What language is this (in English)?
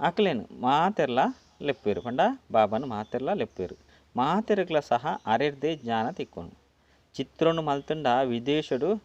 Tulu